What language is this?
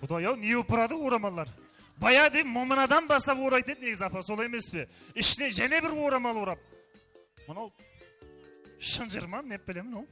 Kara-Kalpak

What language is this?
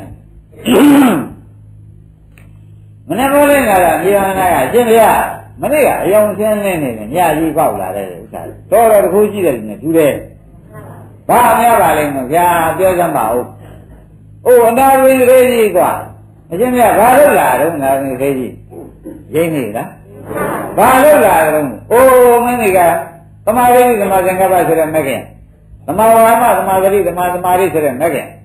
Burmese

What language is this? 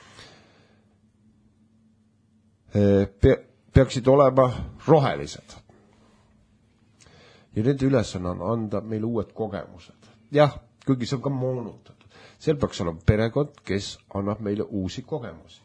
Estonian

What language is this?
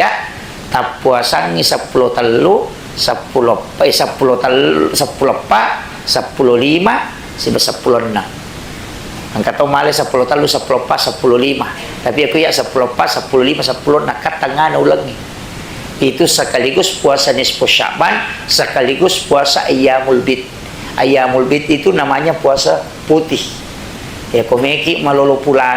Buginese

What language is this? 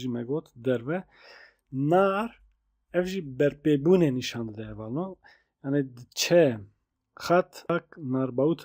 Kurdish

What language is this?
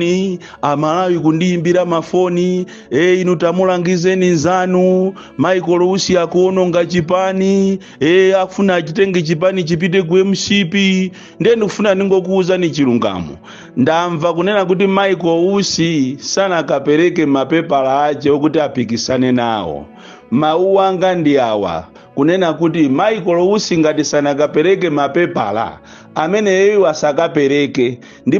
Nyanja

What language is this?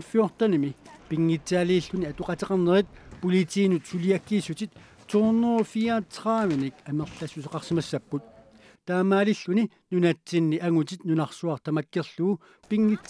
Kalaallisut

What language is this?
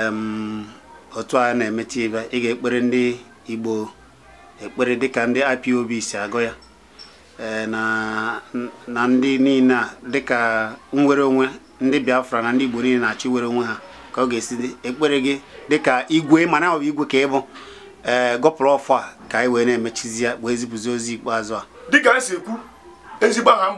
Igbo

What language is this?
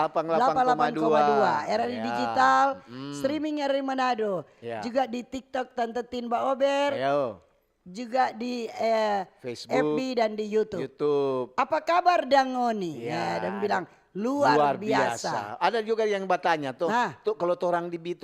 Manado Malay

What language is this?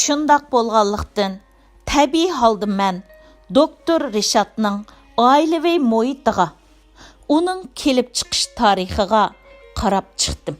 Uyghur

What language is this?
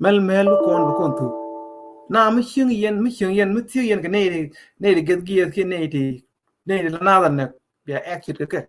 Nuer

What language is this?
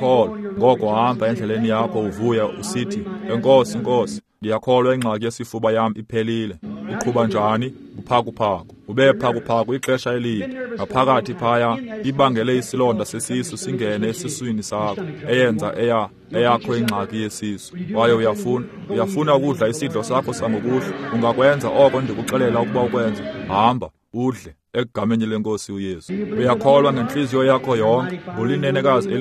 Xhosa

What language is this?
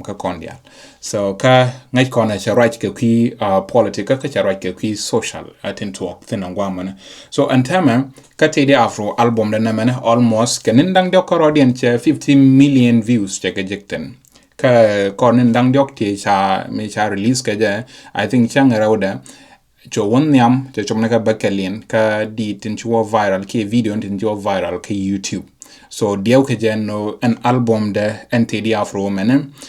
Nuer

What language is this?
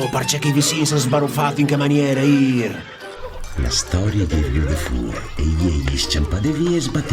Friulian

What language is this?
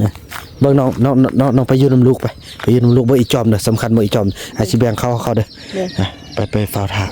Northeastern Thai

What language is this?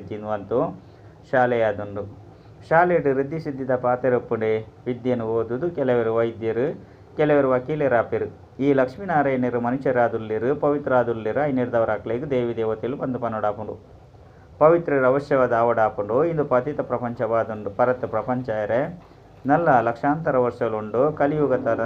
Tulu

